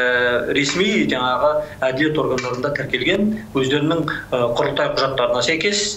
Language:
Kazakh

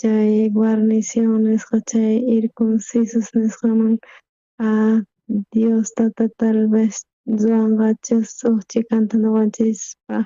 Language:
South Bolivian Quechua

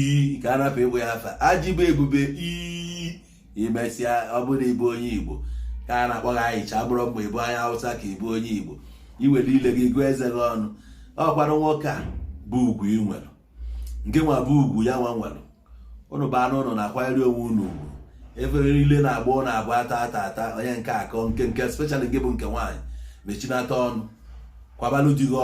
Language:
Igbo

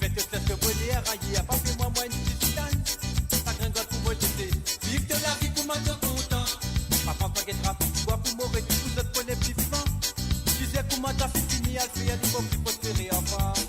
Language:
Morisyen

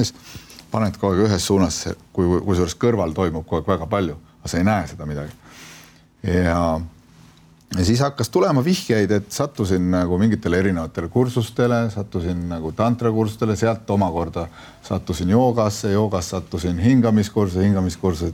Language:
Estonian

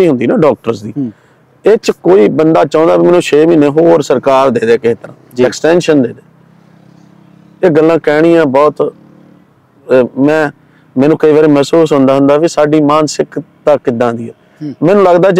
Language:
Punjabi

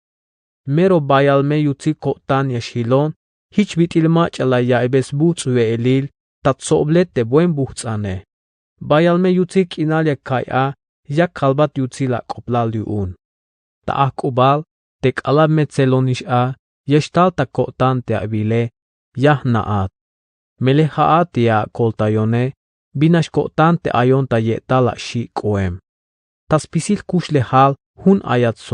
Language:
Tzeltal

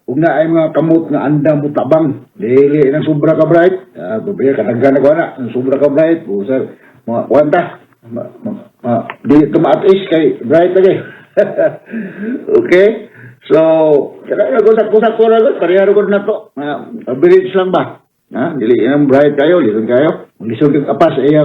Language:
Cebuano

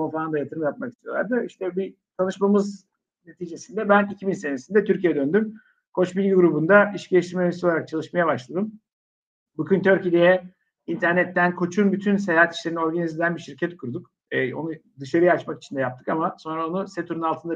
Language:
Turkish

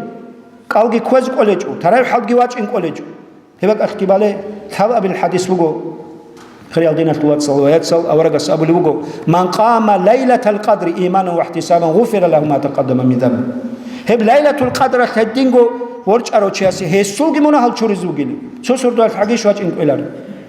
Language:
Avaric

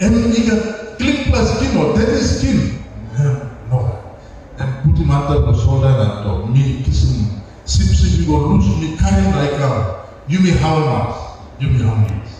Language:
Tok Pisin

